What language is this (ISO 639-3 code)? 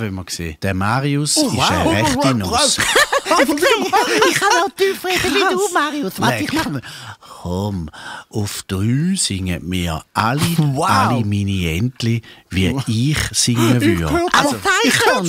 gsw